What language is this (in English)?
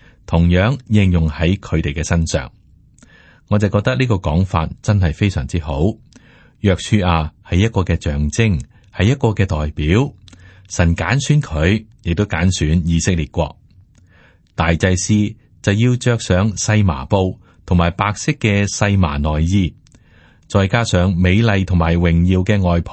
Cantonese